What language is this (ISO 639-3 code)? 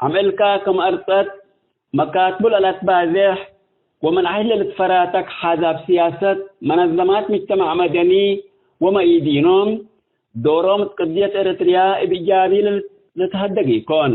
tig